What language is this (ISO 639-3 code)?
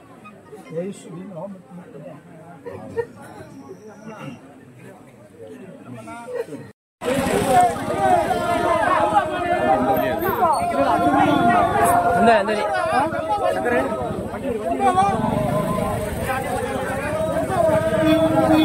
tam